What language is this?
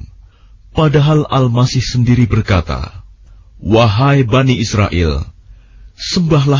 Indonesian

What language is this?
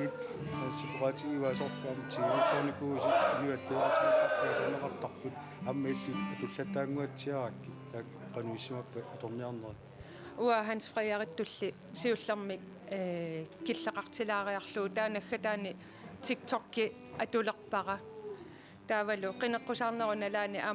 Kalaallisut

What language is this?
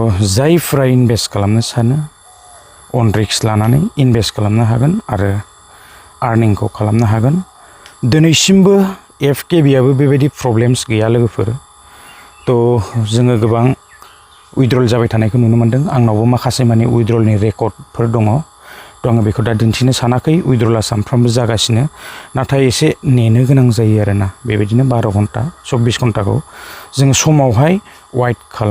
Bodo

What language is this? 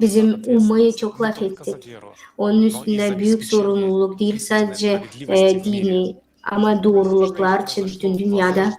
Gagauz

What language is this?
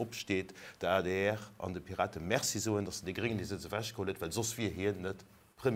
Luxembourgish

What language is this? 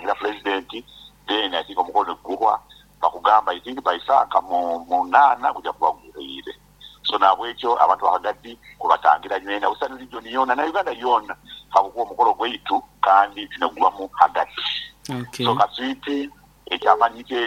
Nyoro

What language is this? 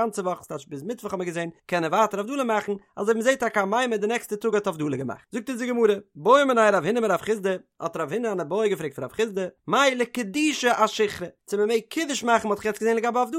Yiddish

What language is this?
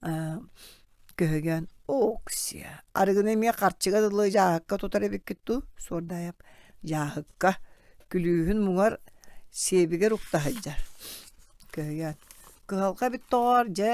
Yakut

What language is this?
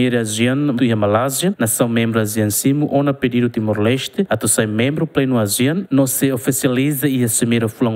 Tetum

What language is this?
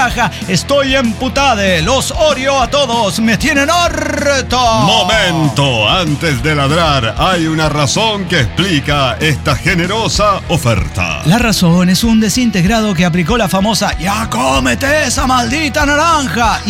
Spanish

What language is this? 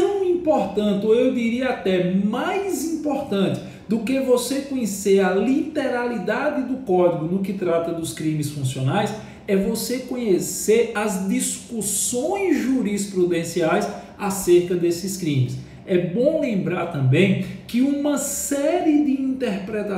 Portuguese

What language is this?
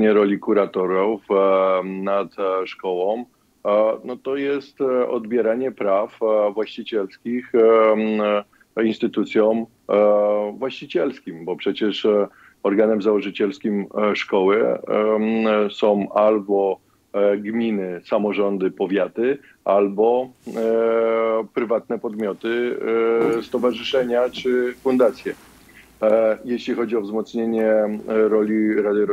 Polish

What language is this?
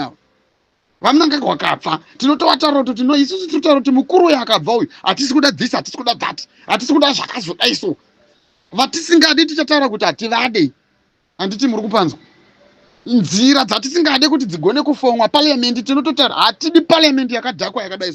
Shona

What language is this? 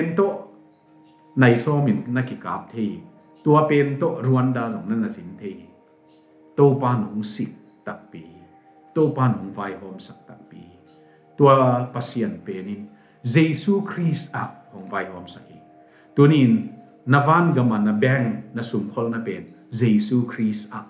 Tedim Chin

